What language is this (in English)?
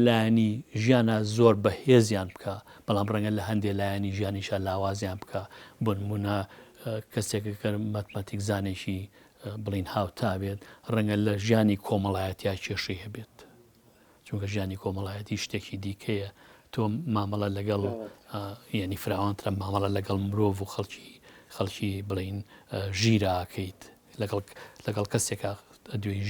Central Kurdish